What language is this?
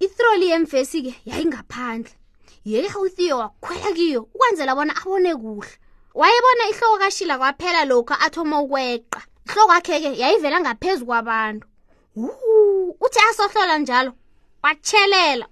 South Ndebele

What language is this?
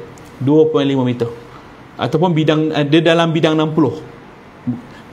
Malay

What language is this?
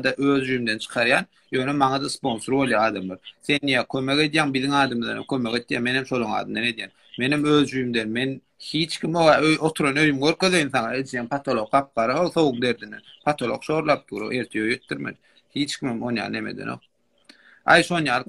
Turkmen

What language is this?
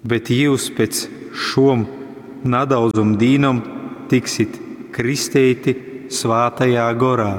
Latgalian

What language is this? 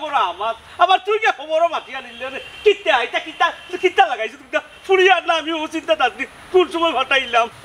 Sylheti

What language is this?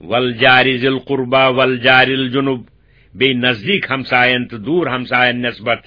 Kashmiri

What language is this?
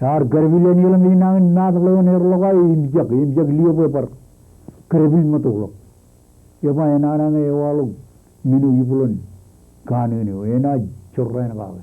Marshallese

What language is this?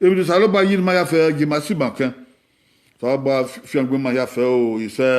Bini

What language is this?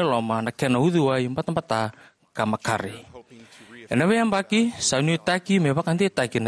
Fijian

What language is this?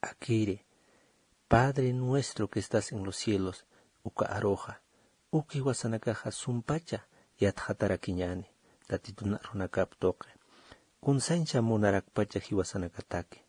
Aymara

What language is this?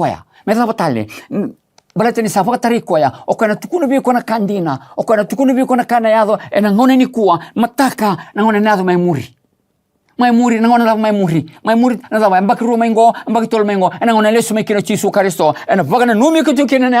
Fijian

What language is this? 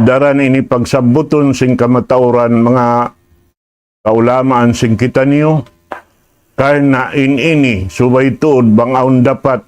Tausug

